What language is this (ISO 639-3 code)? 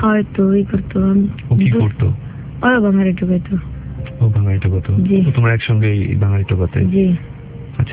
ben